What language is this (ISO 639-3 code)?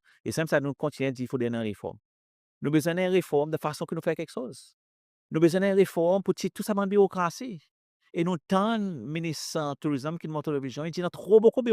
crs